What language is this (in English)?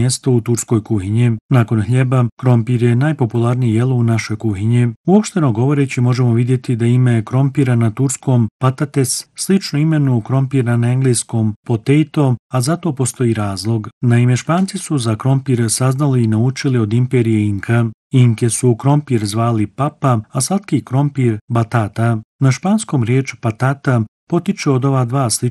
Bosnian